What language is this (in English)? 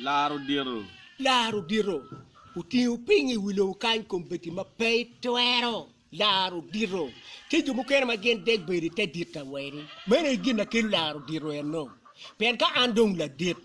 Acoli